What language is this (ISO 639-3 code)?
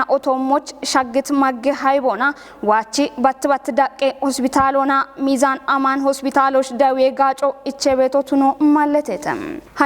kbr